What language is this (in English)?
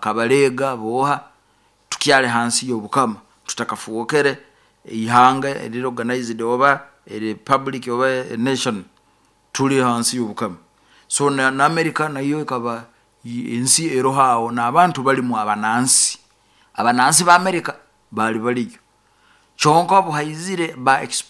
Nyoro